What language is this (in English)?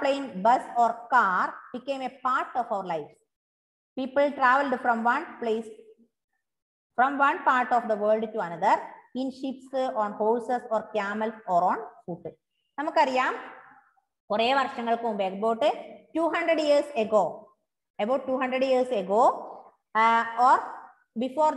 Malayalam